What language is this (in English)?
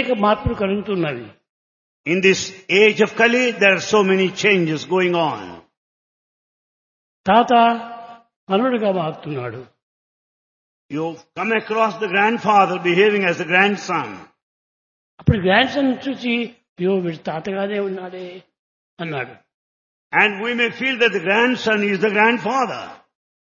Telugu